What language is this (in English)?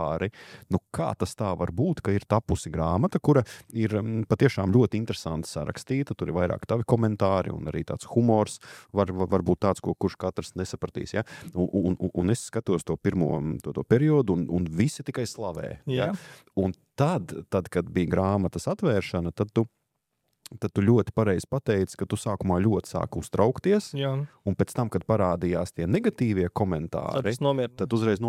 Latvian